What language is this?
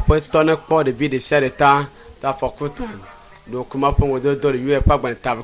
Ewe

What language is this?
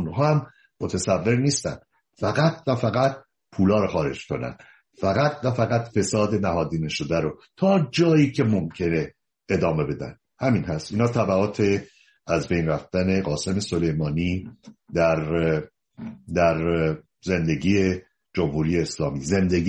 Persian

